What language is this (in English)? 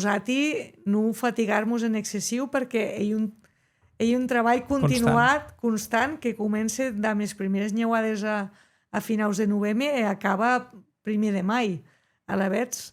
Occitan